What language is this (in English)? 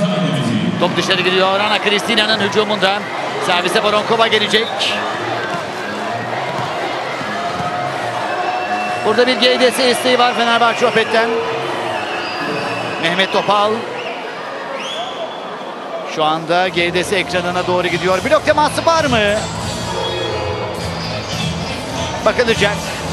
Turkish